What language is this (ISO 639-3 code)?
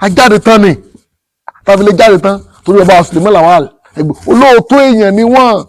yor